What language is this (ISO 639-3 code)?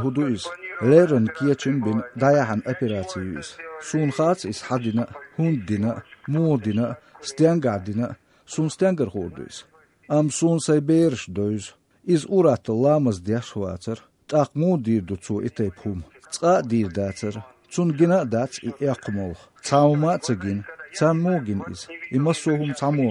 che